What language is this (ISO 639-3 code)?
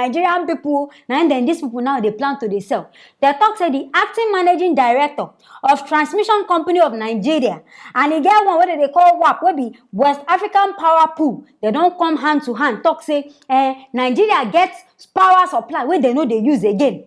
pcm